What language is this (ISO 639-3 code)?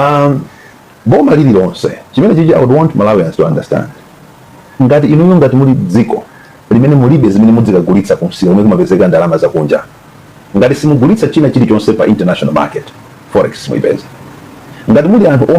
nya